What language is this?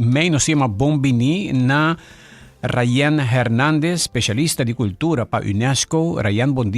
Papiamento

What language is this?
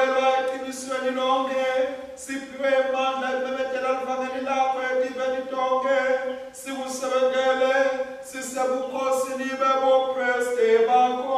Swati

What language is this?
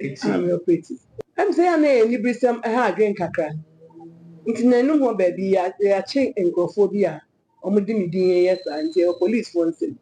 Akan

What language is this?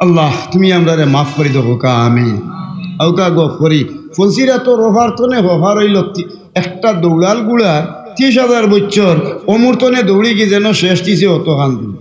Sylheti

